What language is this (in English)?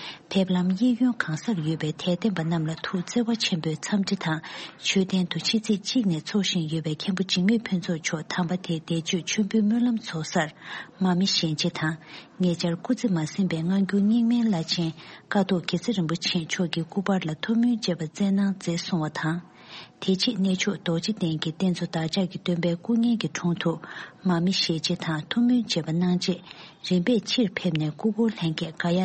Tibetan